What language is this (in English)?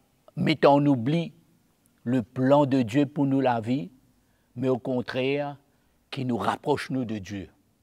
Morisyen